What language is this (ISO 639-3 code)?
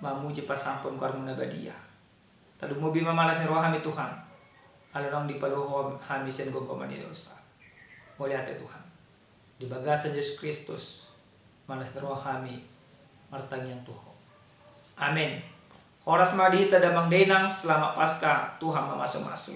bbc